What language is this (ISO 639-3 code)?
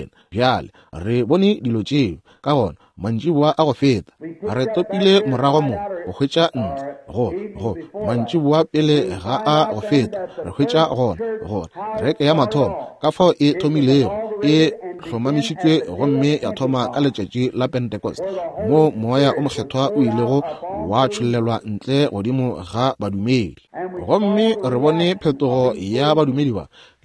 nso